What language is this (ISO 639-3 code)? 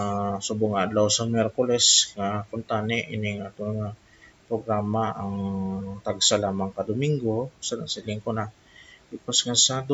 hil